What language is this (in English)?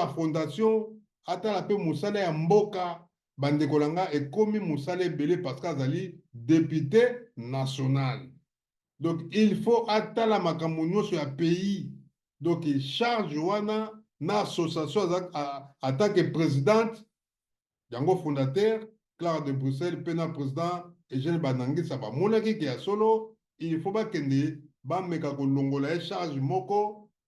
Lingala